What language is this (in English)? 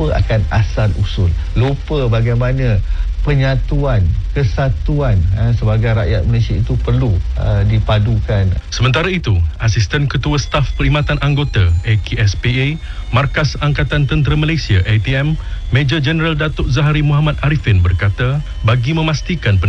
Malay